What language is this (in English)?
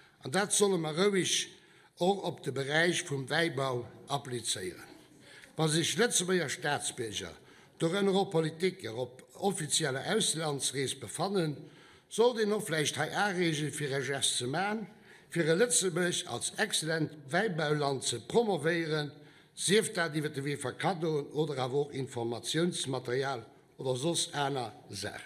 Luxembourgish